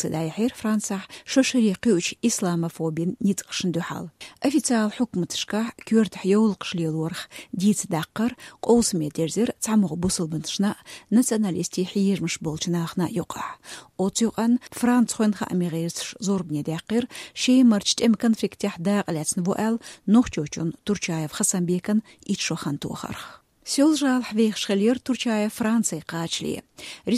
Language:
Chechen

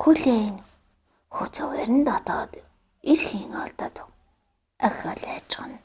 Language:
Mongolian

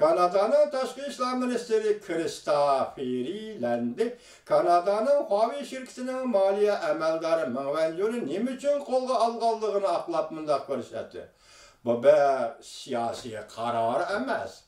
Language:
Uyghur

